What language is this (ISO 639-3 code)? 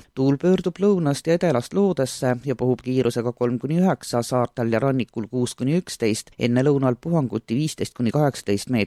est